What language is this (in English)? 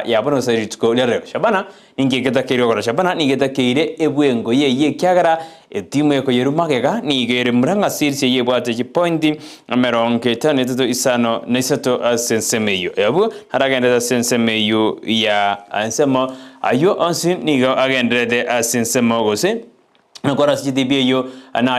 Gusii